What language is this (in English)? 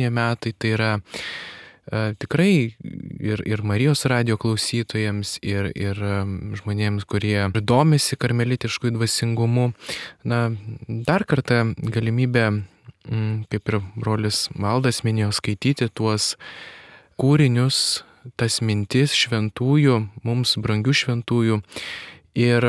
Lithuanian